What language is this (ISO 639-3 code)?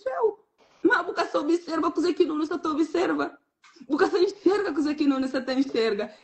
kea